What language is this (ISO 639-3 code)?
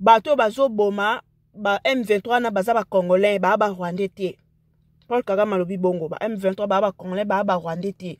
lin